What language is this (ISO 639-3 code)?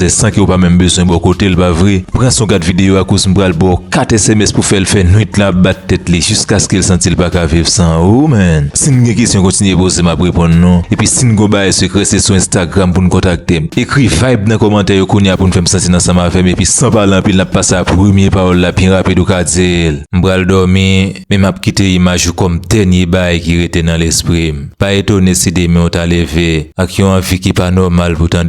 hat